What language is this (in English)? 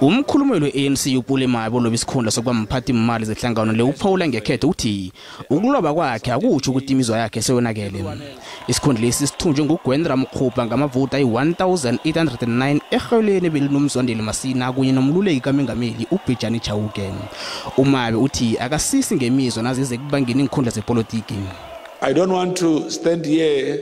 Zulu